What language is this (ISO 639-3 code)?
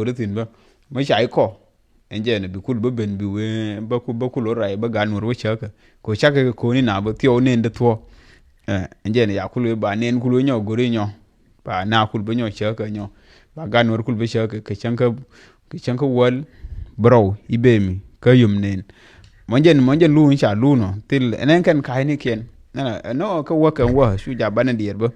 nus